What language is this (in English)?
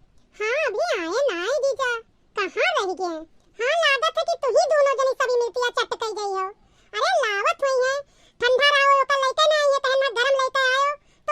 Awadhi